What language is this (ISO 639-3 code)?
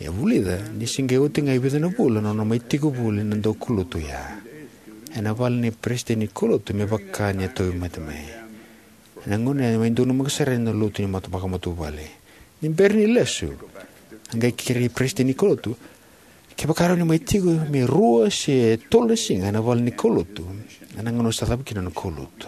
fij